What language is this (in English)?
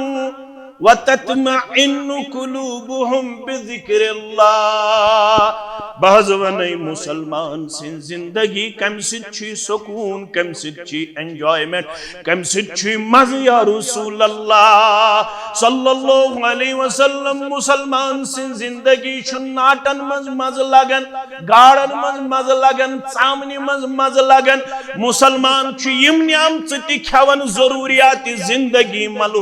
Kashmiri